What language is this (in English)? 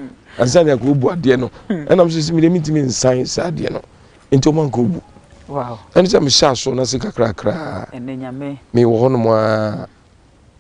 Akan